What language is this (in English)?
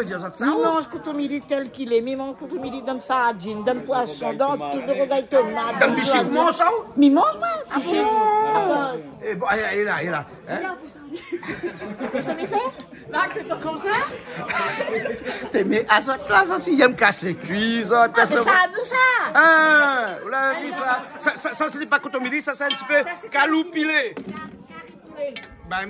Réunion Creole French